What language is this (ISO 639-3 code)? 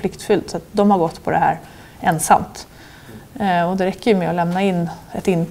swe